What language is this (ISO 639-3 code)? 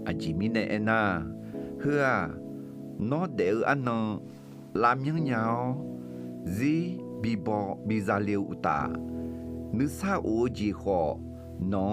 ahk